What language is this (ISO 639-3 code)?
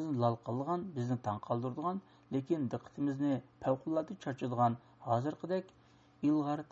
uig